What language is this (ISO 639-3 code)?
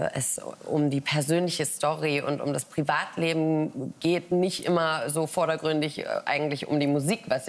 deu